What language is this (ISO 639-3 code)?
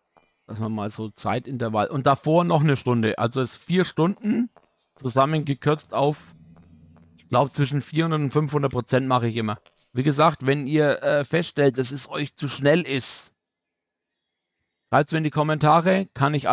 deu